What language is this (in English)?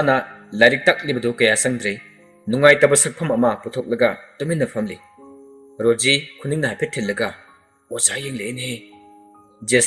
Manipuri